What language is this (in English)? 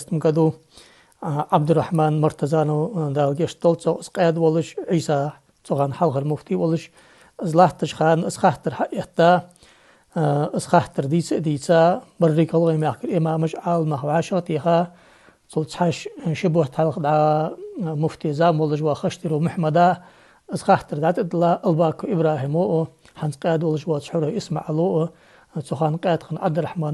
Ingush